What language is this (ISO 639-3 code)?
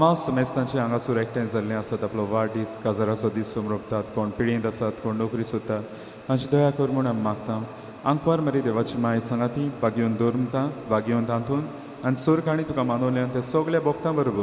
kok